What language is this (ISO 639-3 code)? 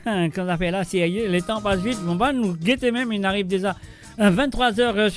mfe